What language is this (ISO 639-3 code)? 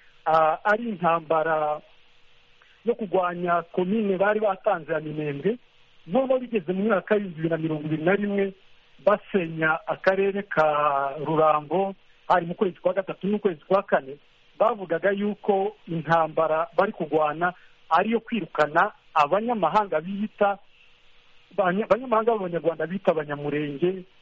kin